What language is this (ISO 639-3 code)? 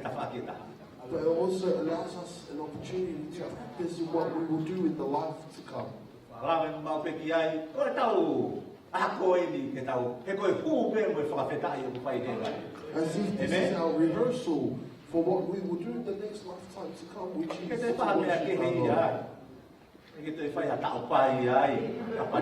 ton